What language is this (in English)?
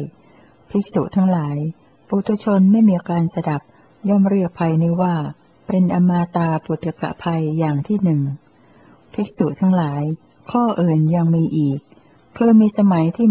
Thai